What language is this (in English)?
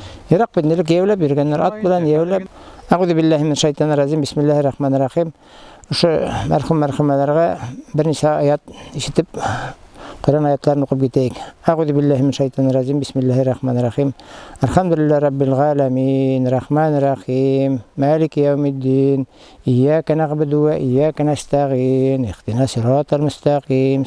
Bashkir